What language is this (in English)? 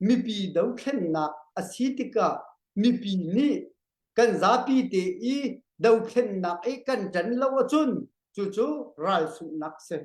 Hakha Chin